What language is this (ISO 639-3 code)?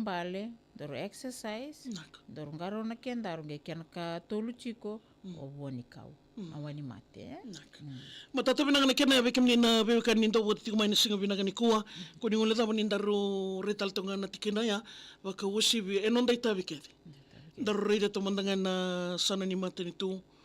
fij